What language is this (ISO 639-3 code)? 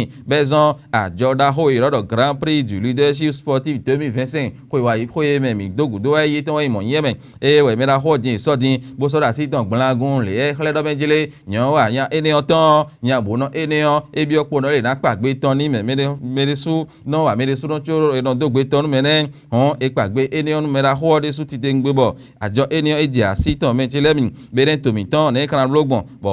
fon